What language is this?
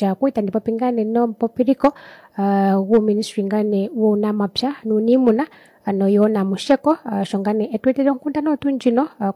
Kuanyama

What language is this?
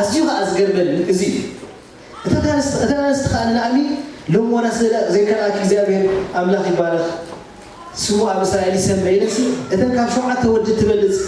Tigrinya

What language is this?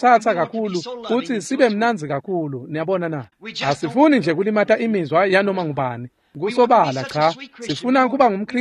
Swati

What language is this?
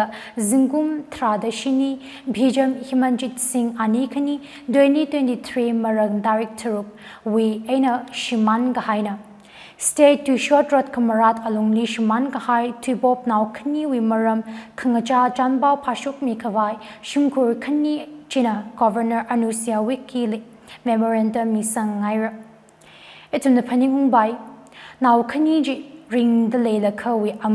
Tangkhul Naga (India)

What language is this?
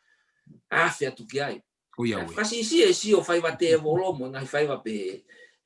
Tongan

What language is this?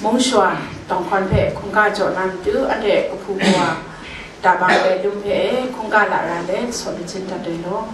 Kachin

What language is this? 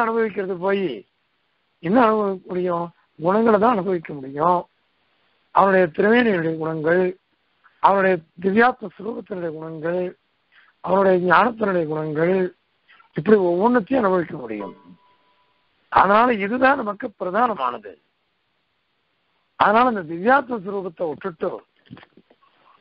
Tamil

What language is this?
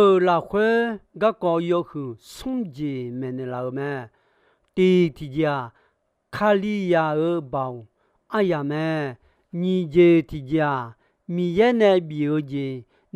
Akha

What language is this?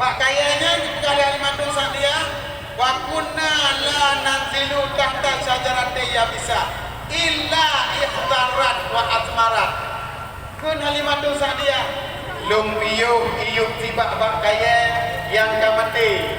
Achinese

